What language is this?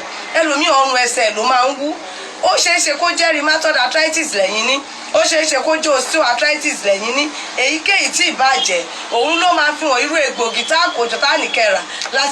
Yoruba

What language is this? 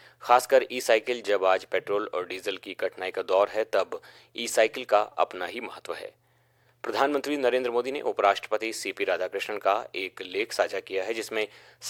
Hindi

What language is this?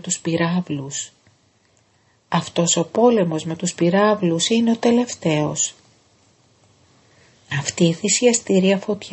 Greek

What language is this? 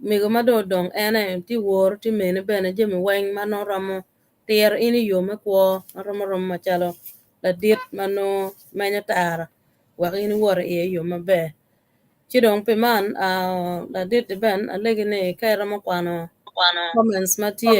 Acoli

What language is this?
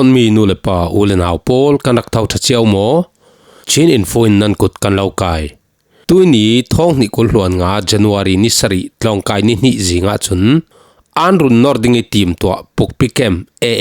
Falam Chin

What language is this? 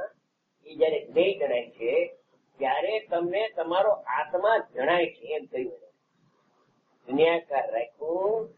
Gujarati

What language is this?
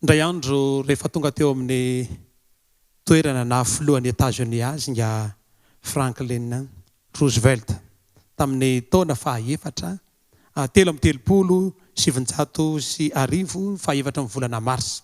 Malagasy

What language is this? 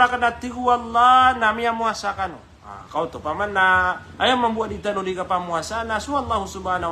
Maranao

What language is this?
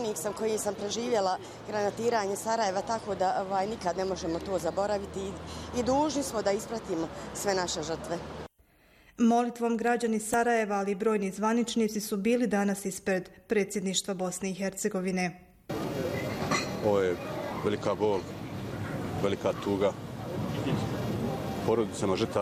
Bosnian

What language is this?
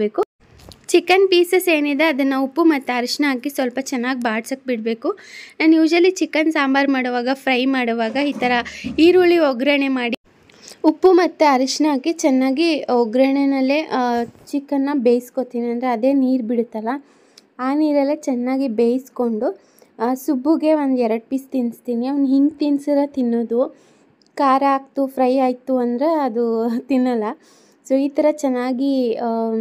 Kannada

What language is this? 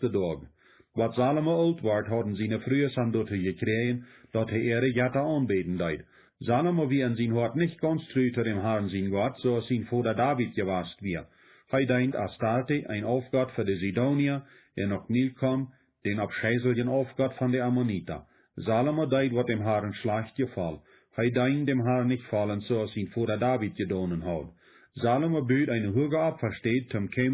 Plautdietsch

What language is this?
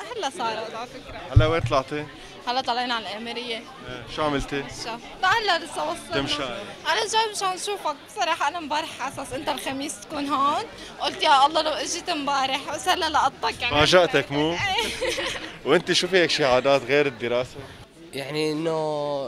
North Levantine Arabic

